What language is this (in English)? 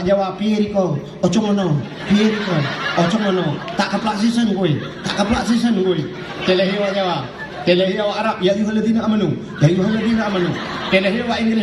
Achinese